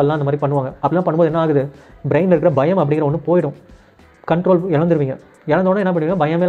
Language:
Tamil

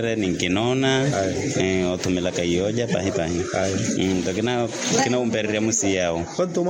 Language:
Makhuwa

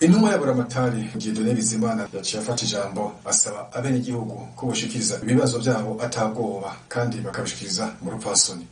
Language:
Rundi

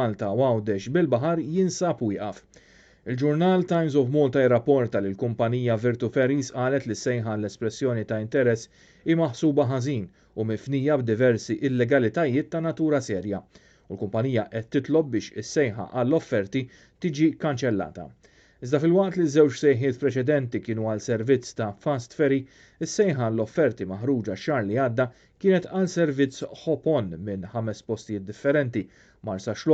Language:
Maltese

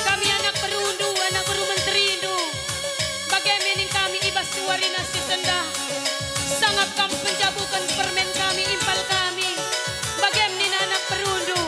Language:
Batak Karo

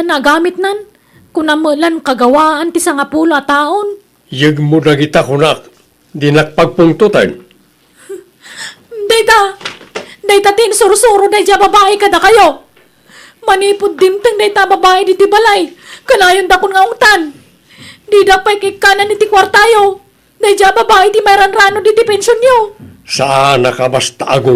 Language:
Iloko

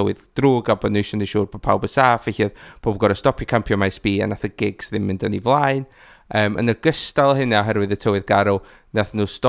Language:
Welsh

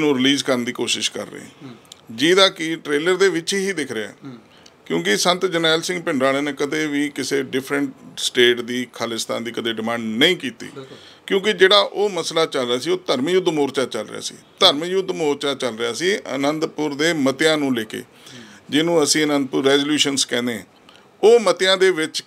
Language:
Punjabi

